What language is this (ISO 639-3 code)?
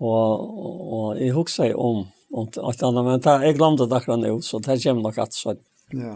fao